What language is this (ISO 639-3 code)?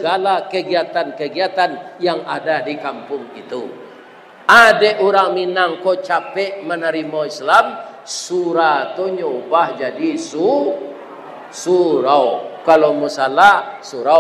min